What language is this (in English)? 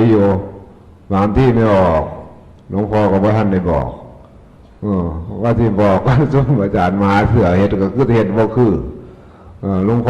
Northeastern Thai